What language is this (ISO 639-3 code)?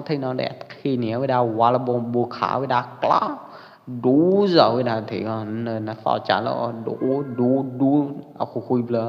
kjp